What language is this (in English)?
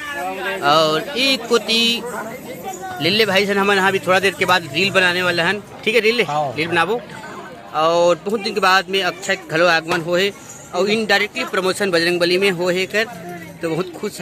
Chhattisgarhi